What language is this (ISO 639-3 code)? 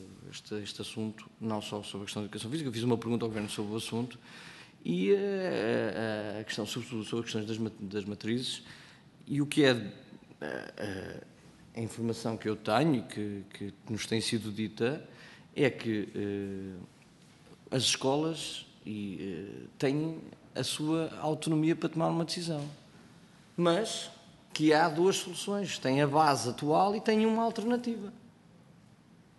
por